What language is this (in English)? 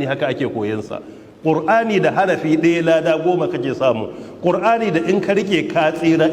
Hausa